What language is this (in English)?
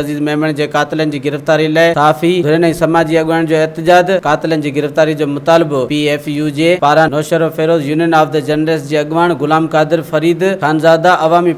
Sindhi